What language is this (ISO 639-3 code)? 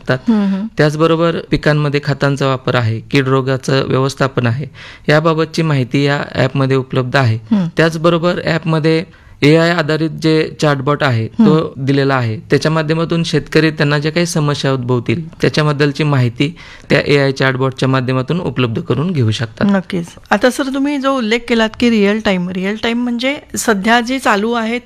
mar